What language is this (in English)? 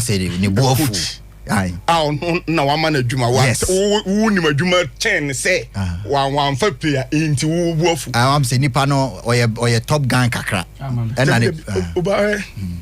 Akan